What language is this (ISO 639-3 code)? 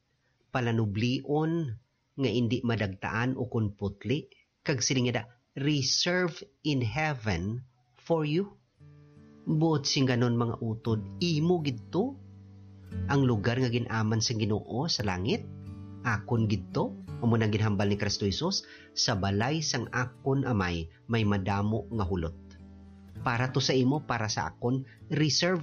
hil